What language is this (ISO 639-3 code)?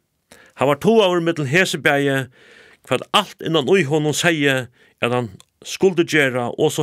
fao